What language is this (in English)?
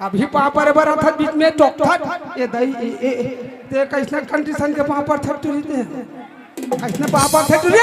Chhattisgarhi